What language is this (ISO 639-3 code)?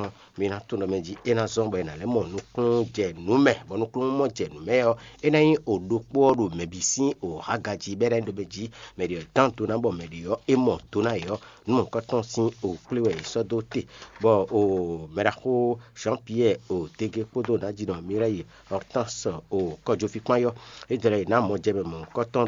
fon